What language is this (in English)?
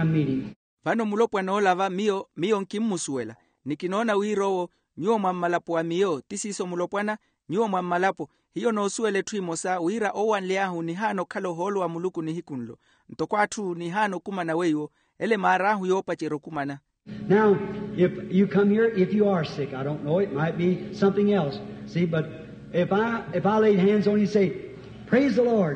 Makhuwa